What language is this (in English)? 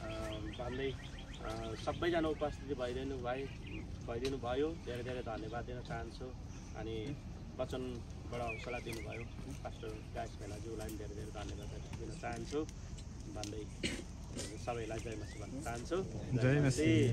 Nepali